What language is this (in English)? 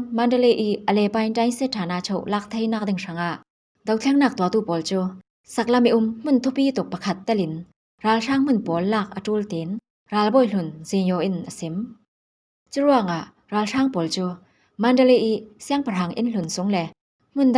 Falam Chin